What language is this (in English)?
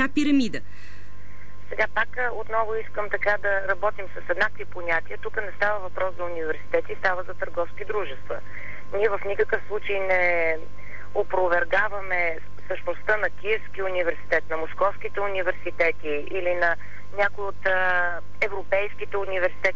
Bulgarian